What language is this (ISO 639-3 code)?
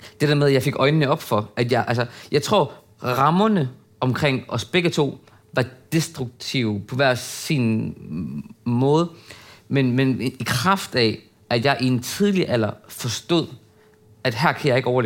dan